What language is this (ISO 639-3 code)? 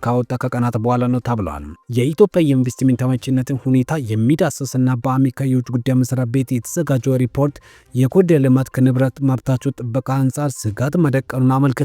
amh